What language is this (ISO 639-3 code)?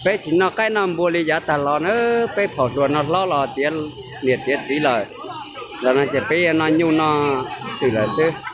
hmn